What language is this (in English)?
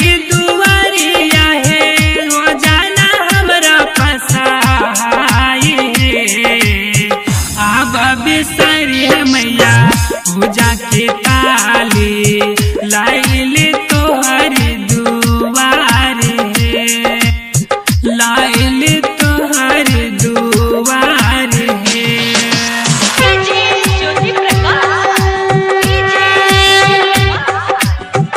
Bhojpuri